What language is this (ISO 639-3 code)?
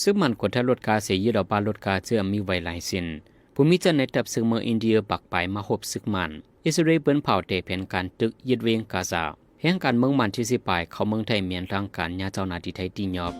shn